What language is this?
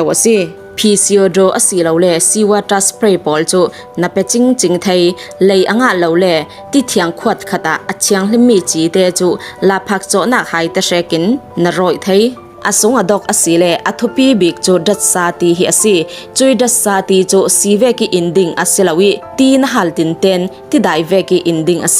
Falam Chin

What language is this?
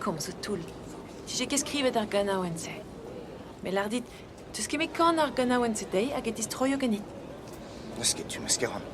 Breton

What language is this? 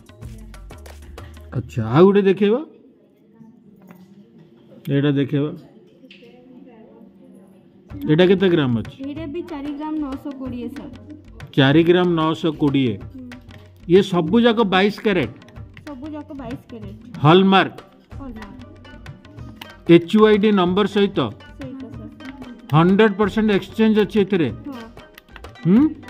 Odia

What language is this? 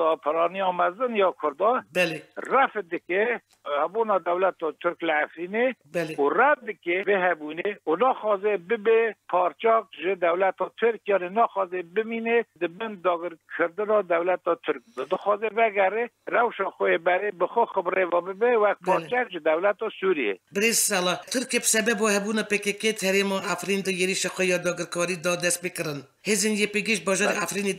Kurdish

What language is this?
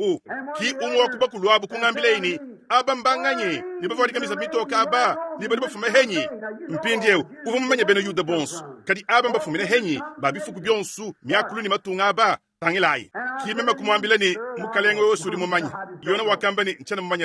Luba-Lulua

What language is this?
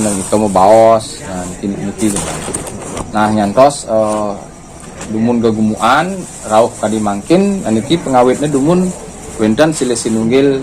Balinese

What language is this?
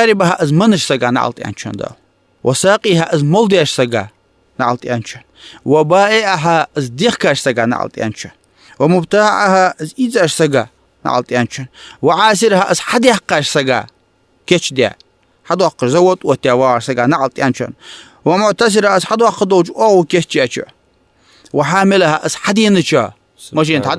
Ingush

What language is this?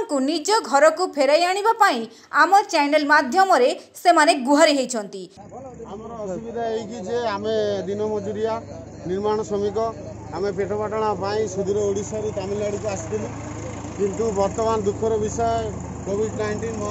Odia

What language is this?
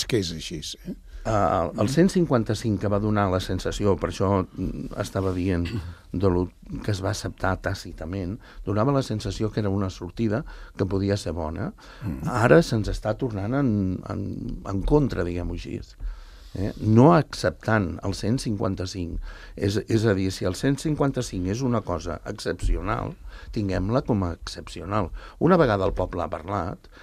Catalan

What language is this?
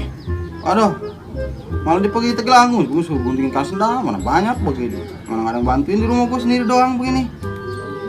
Betawi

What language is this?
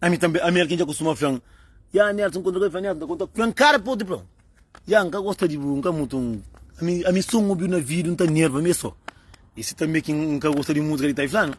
Kabuverdianu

